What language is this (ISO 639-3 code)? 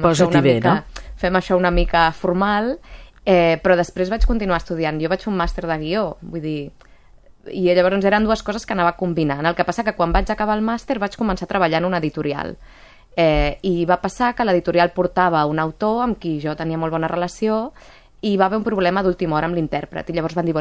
cat